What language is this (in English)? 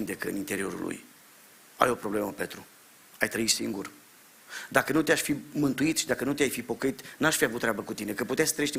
Romanian